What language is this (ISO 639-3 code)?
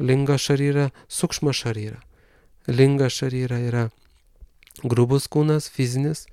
lit